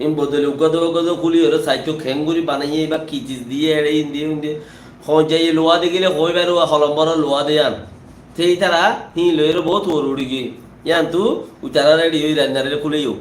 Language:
Rohingya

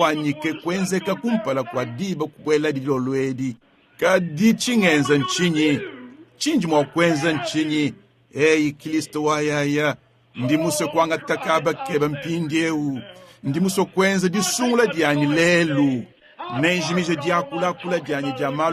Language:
Luba-Lulua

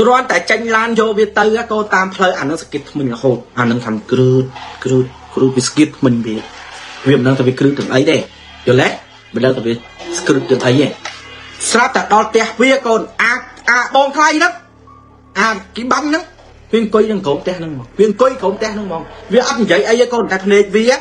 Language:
Khmer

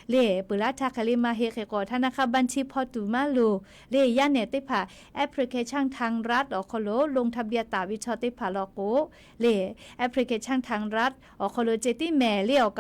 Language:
Lahu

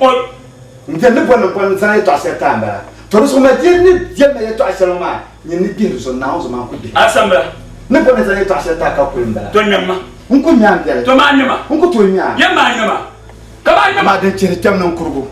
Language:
Dagbani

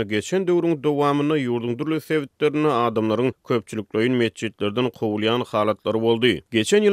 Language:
Turkmen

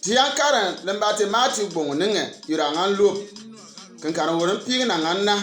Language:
Bimoba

